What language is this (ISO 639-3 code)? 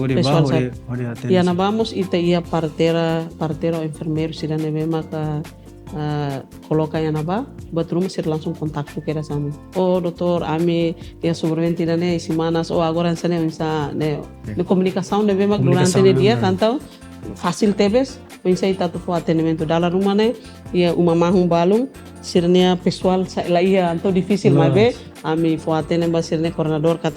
tet